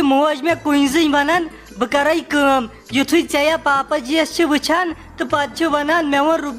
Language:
Kashmiri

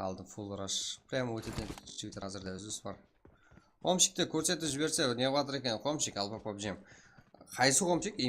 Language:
Kara-Kalpak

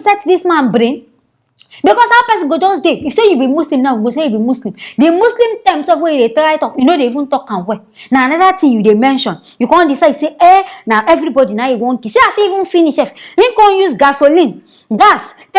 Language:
Nigerian Pidgin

